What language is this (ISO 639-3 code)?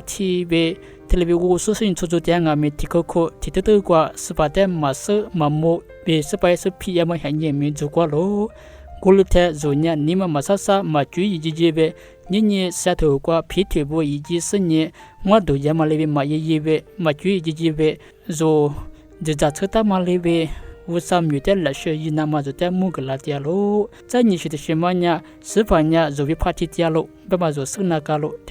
lis